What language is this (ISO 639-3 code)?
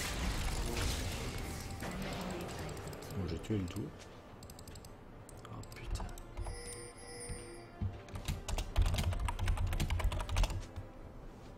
fra